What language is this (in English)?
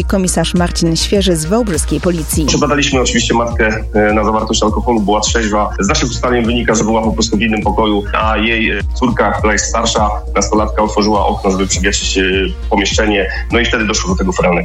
Polish